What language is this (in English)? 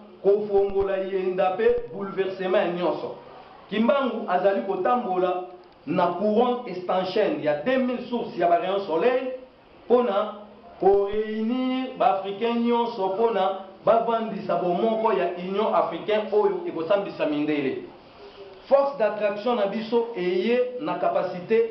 Lingala